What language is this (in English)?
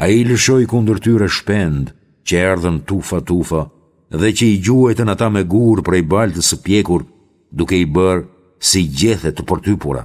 Albanian